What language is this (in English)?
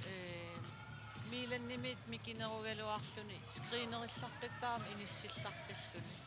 Kalaallisut